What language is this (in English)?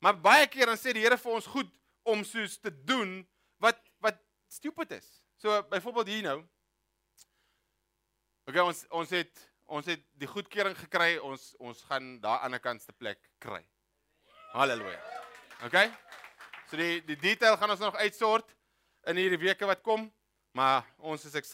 Afrikaans